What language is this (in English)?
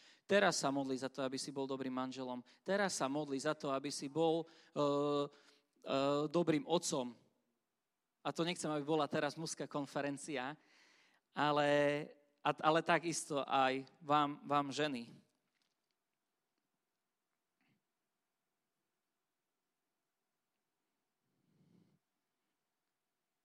Slovak